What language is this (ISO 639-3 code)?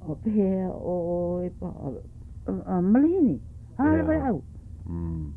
haw